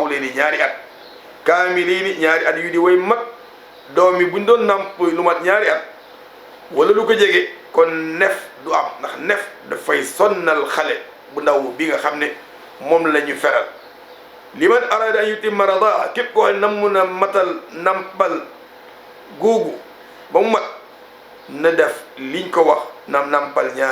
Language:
Wolof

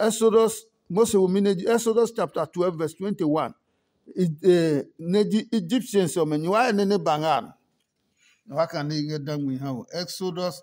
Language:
Adangme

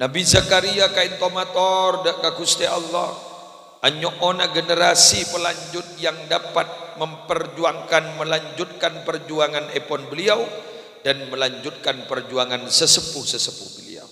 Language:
Madurese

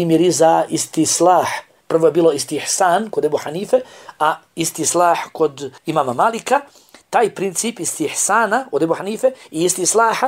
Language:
Bosnian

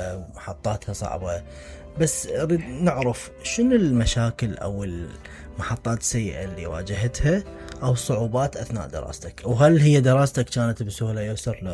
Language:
Mesopotamian Arabic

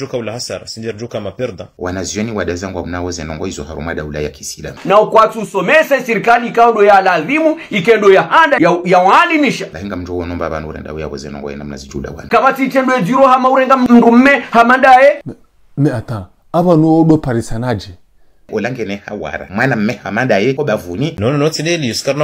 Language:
Ngazidja Comorian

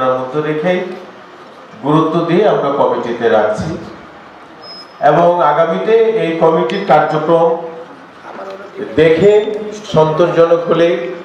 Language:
Bangla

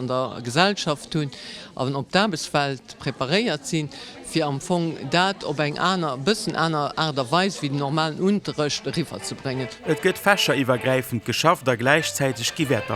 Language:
Luxembourgish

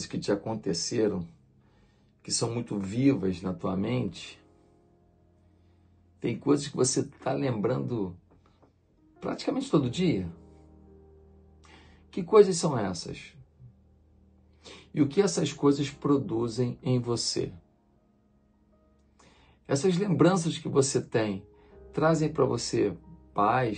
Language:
Portuguese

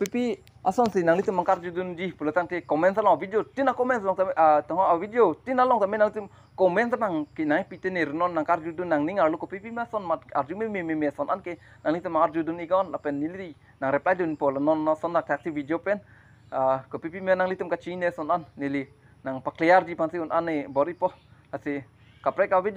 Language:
Karbi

